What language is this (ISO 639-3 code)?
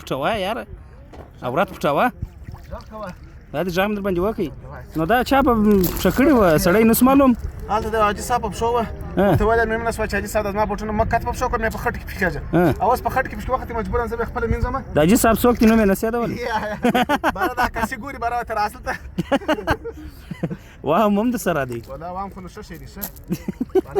pus